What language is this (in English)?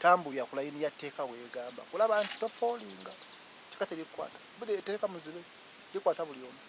Ganda